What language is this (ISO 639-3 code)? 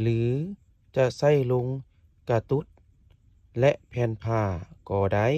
lao